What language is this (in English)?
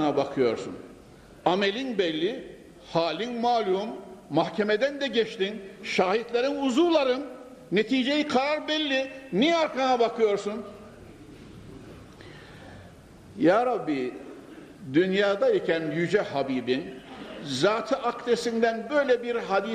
Turkish